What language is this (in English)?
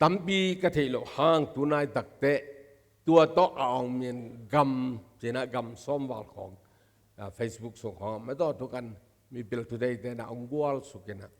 Tedim Chin